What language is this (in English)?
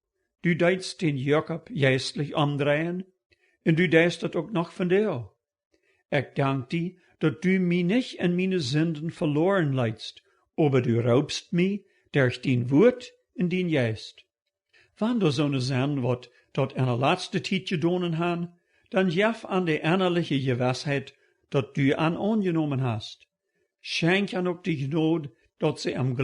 Plautdietsch